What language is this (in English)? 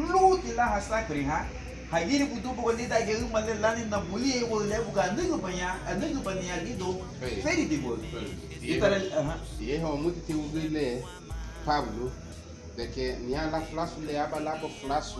Garifuna